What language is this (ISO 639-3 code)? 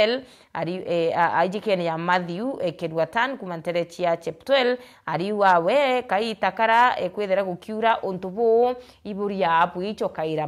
mer